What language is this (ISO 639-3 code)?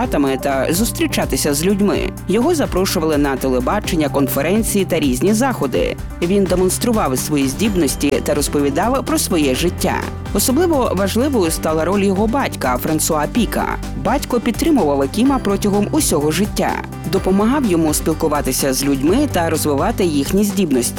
ukr